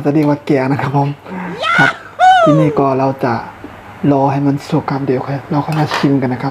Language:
Shan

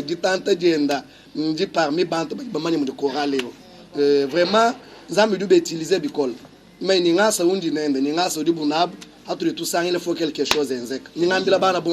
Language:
Luba-Lulua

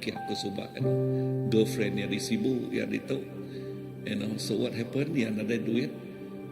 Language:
Iban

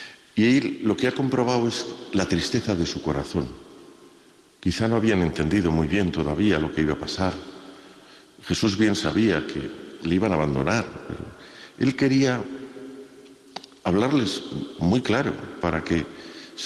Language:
Spanish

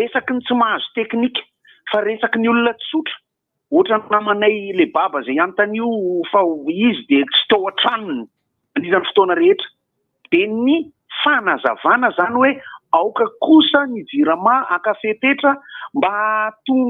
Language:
Malagasy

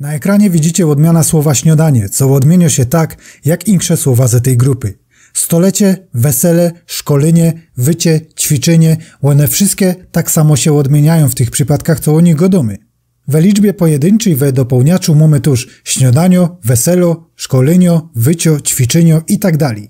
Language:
Silesian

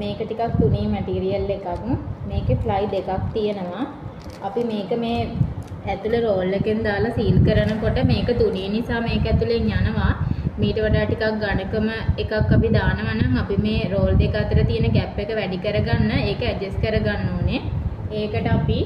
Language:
Sinhala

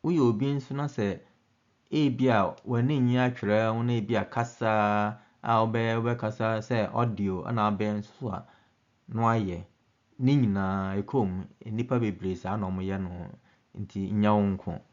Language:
Akan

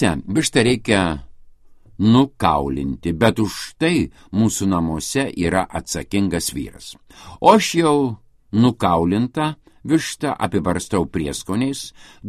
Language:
Lithuanian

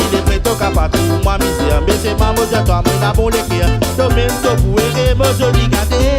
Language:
Réunion Creole French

